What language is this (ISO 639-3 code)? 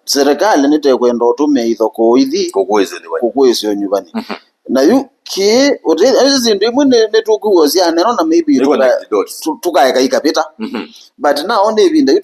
kam